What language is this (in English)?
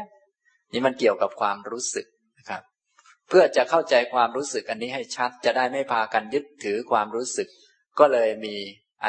Thai